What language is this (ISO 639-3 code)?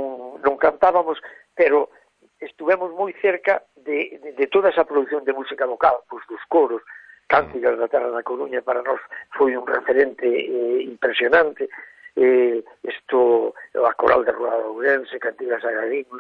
glg